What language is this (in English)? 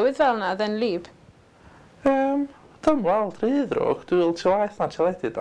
Welsh